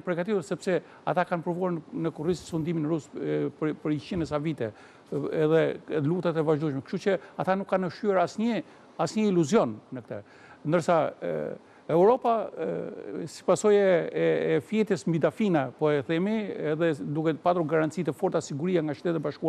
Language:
Albanian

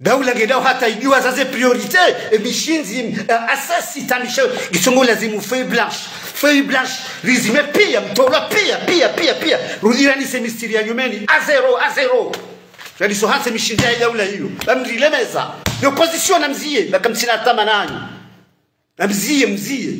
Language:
Ngazidja Comorian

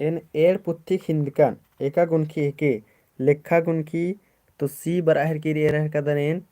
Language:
Kurukh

